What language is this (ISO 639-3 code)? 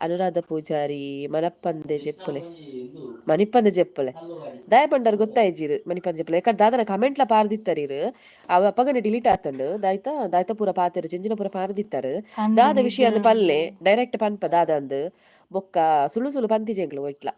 tcy